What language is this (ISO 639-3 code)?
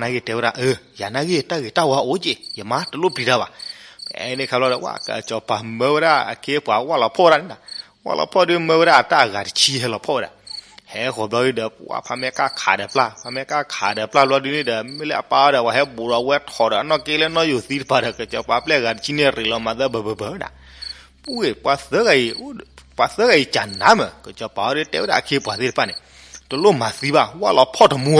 ksw